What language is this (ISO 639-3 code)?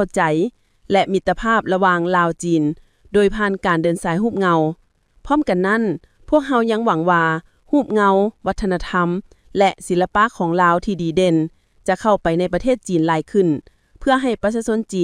lao